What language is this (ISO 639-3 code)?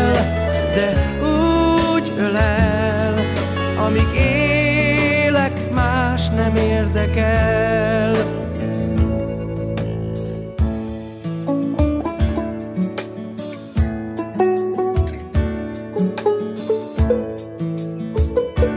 hun